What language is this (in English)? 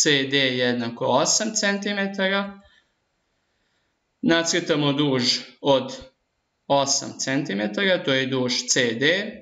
Serbian